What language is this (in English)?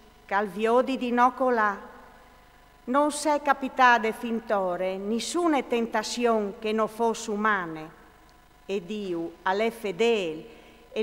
Friulian